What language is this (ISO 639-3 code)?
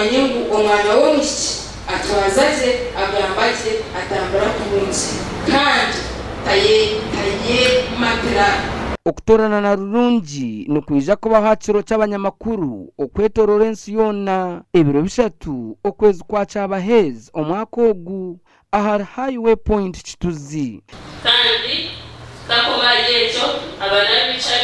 nyn